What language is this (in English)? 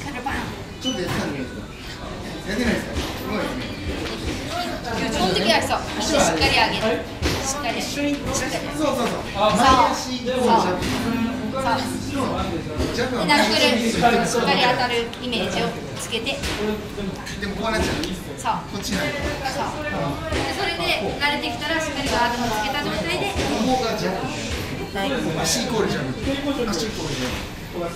Japanese